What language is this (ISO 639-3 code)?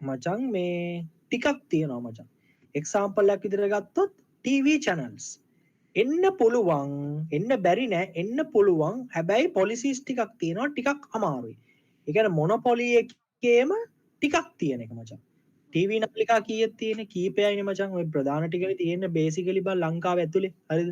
sin